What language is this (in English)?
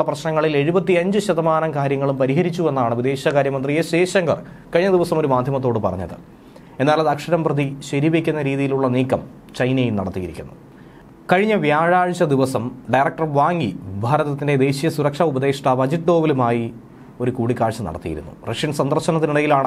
Malayalam